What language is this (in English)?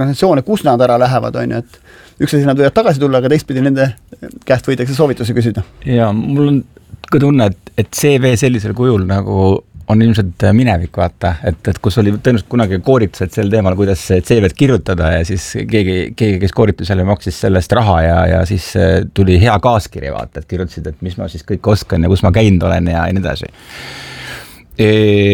Estonian